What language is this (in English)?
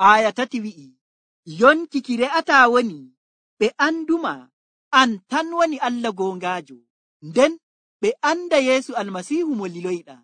Nigerian Fulfulde